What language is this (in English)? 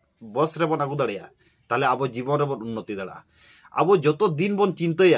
Santali